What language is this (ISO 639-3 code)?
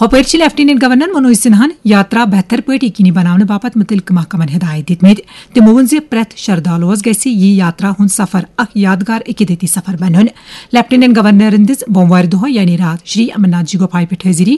kas